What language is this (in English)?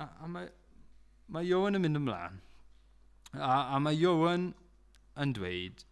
Welsh